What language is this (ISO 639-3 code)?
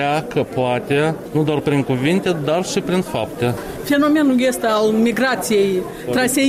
ron